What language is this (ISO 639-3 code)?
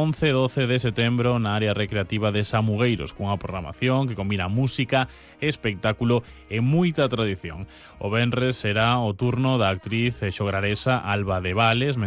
glg